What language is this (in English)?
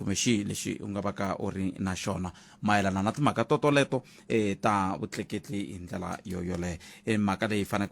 Tsonga